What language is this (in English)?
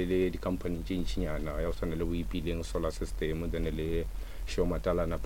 Northern Sotho